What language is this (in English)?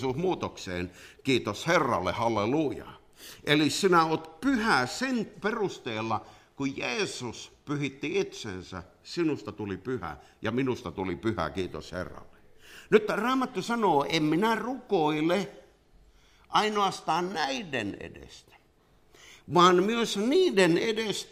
Finnish